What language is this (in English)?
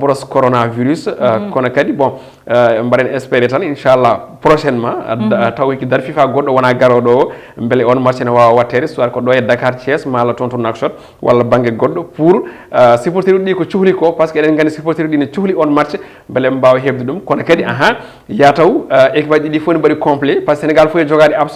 Fula